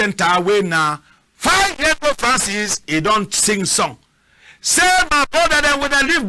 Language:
Cameroon Pidgin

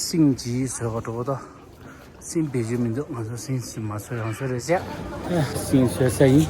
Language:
Tibetan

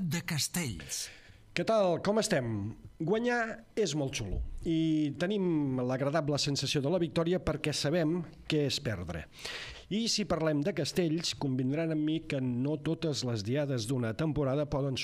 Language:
Catalan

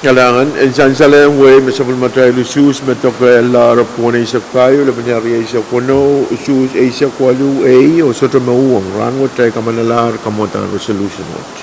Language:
Pohnpeian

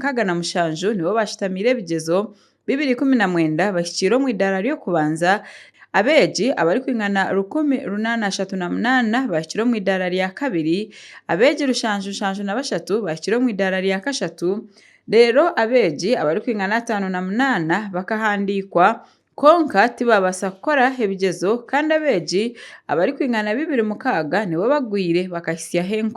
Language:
Nyankole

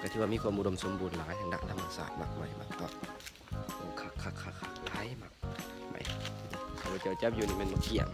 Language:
Lao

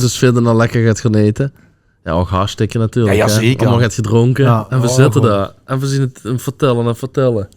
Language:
Limburgish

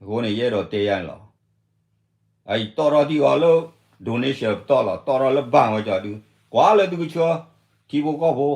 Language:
S'gaw Karen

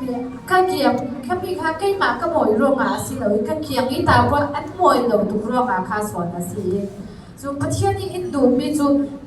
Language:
Falam Chin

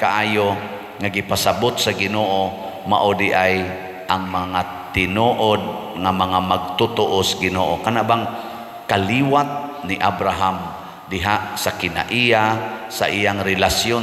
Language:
Cebuano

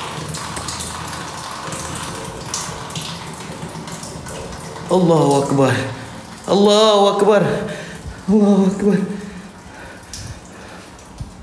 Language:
Malay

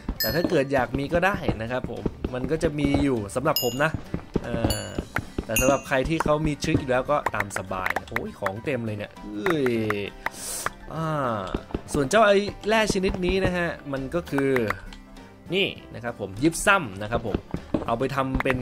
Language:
Thai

